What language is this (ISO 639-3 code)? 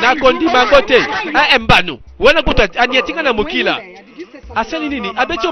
lin